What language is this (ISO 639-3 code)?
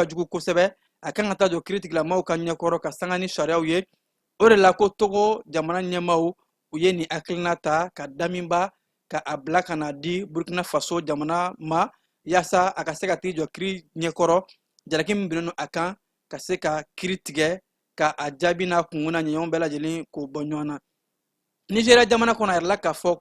bam